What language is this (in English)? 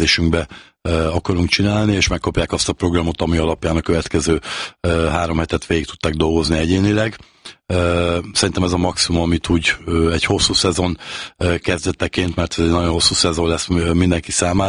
Hungarian